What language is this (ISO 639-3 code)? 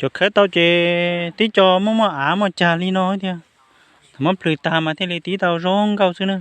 hmn